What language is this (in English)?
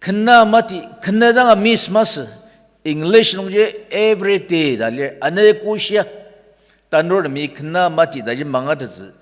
Ao Naga